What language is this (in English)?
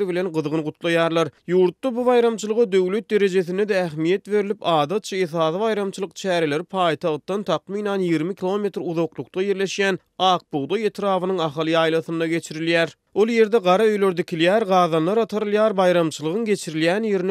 Turkmen